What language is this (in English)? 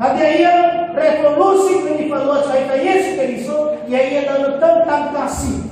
Nias